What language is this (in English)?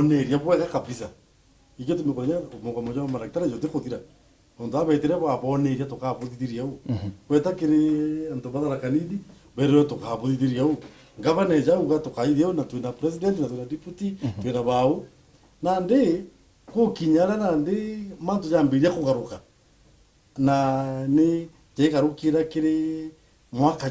Meru